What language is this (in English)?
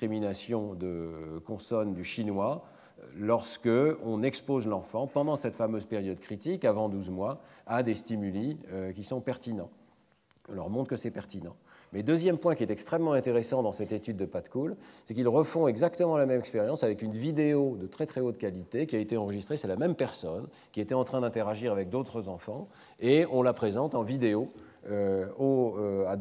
French